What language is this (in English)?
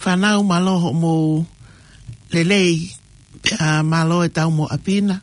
Tongan